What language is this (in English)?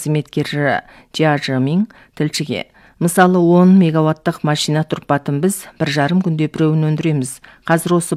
Kazakh